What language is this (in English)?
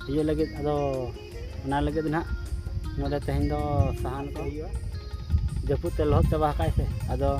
Santali